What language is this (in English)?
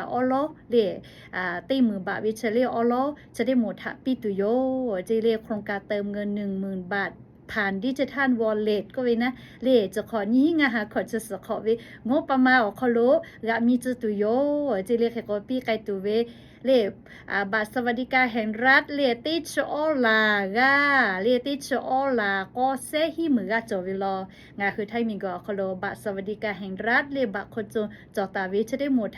Lahu